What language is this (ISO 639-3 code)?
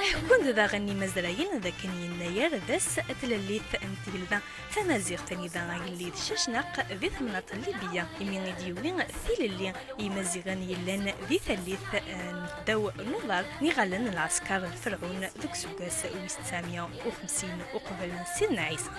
kab